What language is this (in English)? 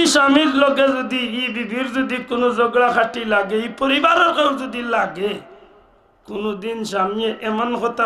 Sylheti